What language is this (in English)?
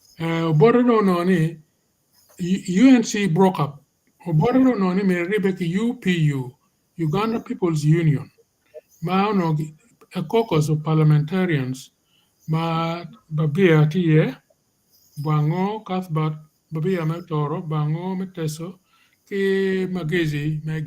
Acoli